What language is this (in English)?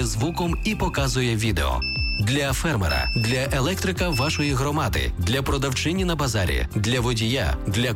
Ukrainian